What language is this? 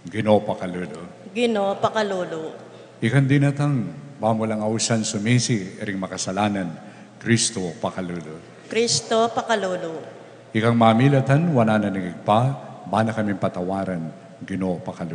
Pampanga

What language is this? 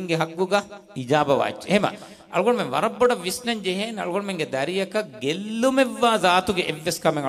Divehi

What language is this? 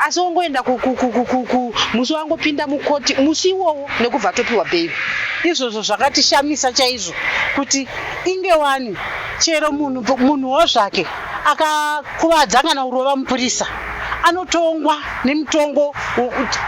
Shona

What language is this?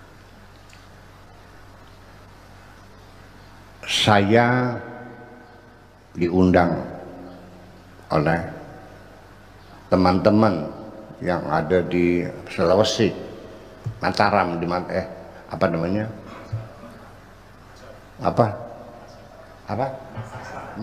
Indonesian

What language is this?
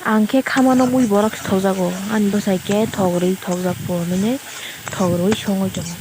Kok Borok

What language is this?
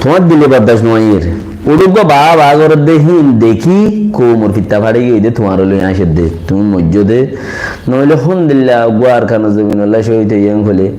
Rohingya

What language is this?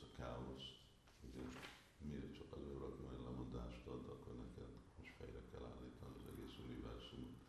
Hungarian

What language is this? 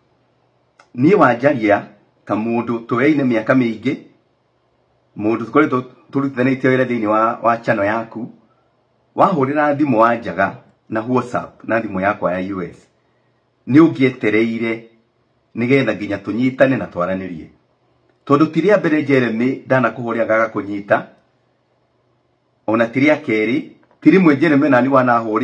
Kikuyu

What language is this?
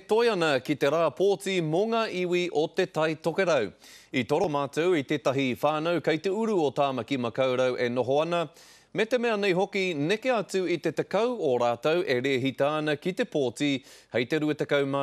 Māori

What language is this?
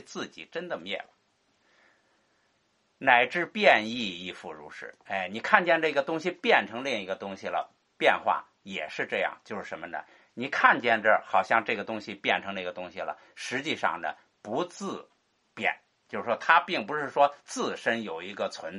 Chinese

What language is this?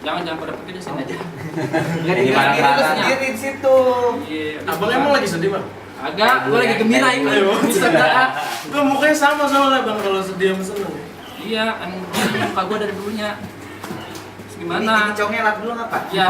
Betawi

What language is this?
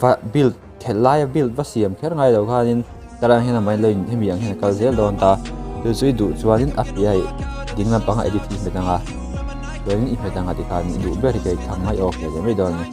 Mizo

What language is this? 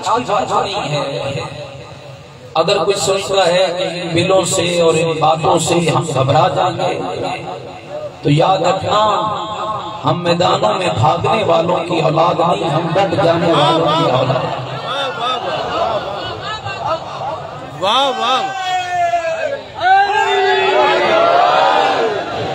Urdu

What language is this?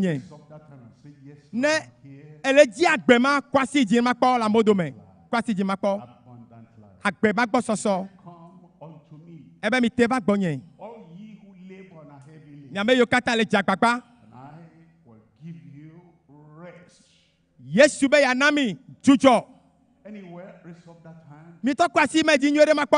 Ewe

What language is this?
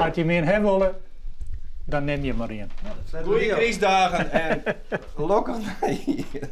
Western Frisian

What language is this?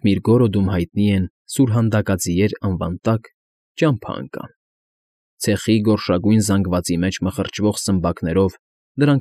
Armenian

